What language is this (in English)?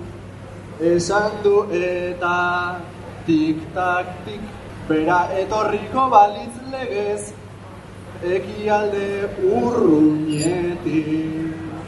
Basque